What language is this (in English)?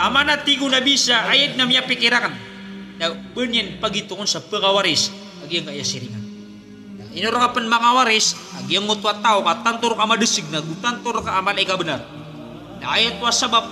Maranao